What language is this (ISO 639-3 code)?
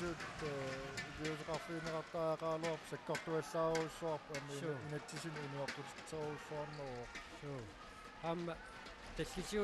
kal